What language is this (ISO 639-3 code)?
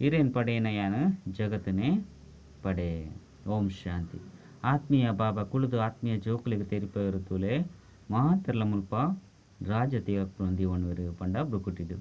tcy